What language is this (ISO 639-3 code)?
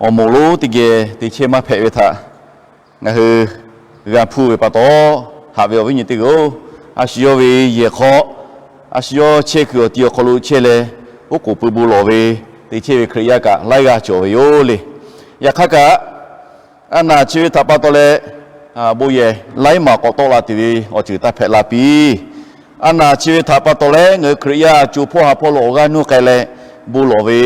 lhu